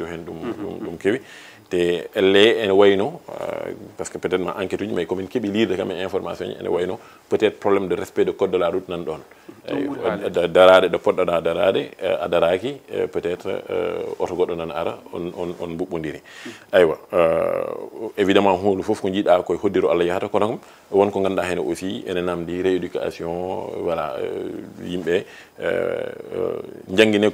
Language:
Fula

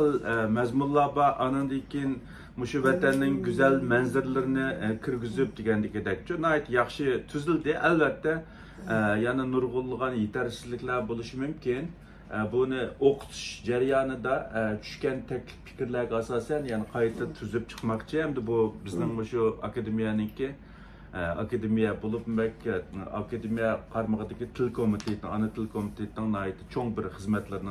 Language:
Uyghur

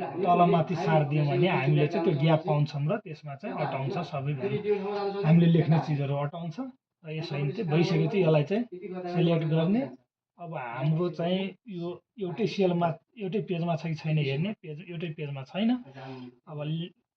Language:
Nepali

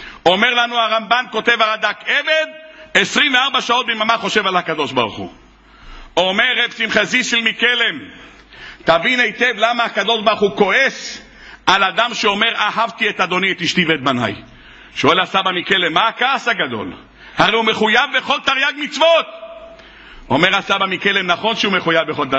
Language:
Hebrew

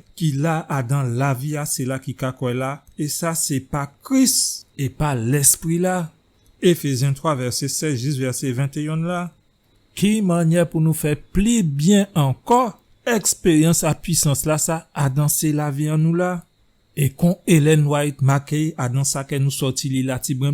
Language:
Guadeloupean Creole French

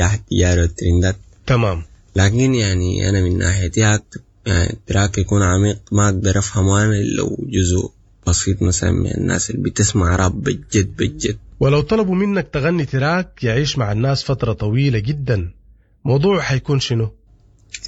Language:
Sudanese Arabic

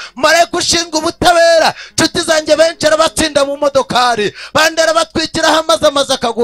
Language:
Kinyarwanda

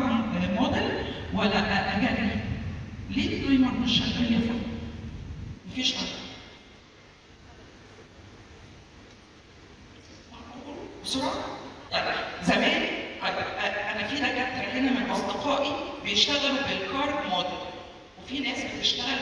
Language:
Egyptian Arabic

